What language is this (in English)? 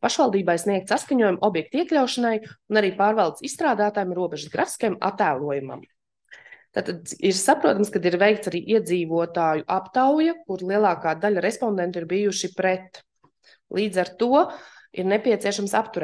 Latvian